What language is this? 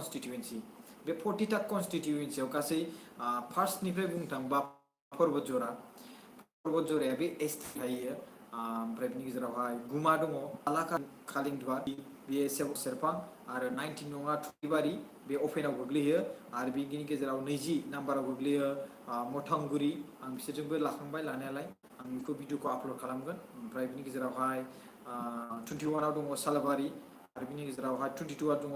Bodo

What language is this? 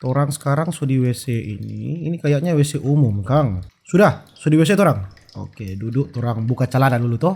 Manado Malay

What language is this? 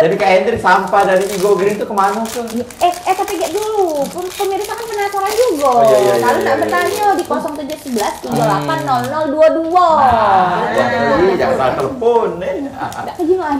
Musi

